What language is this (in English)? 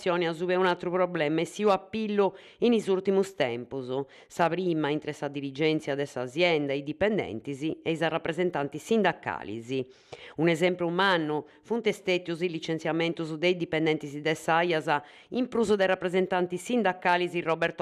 Sardinian